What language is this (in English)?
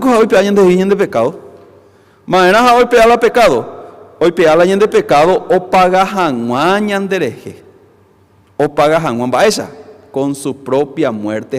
Guarani